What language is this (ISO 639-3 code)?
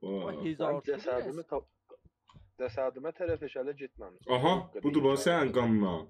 azb